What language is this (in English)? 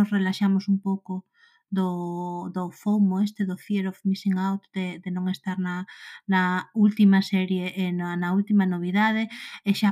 Galician